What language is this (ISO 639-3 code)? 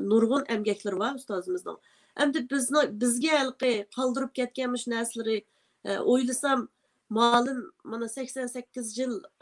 uig